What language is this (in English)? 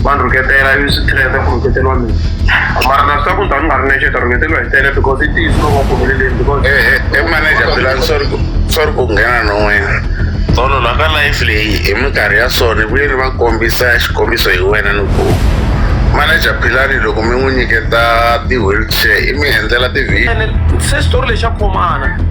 Tsonga